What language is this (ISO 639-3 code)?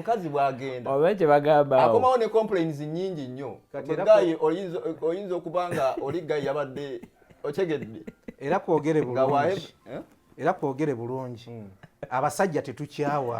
lug